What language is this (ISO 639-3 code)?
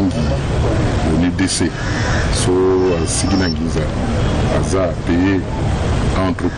sag